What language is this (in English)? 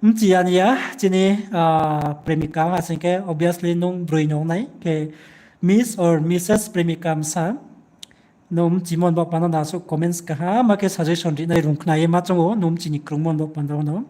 Riang (India)